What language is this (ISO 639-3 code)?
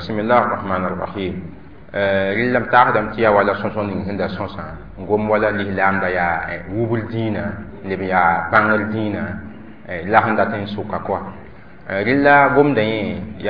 mos